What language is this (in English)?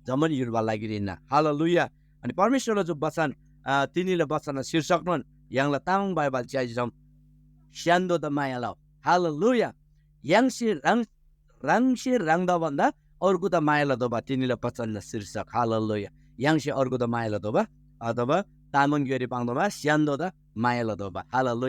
Eastern Tamang